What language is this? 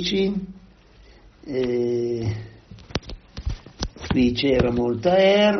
Italian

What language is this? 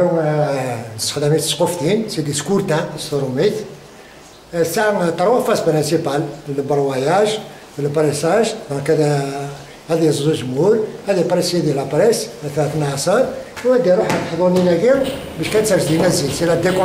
Kabyle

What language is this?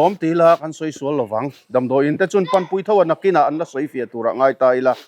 Mizo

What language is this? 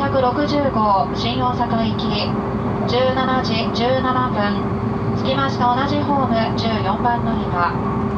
Japanese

